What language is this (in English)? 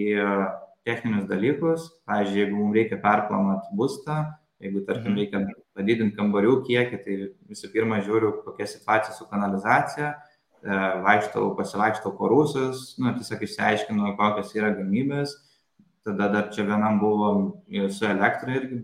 Lithuanian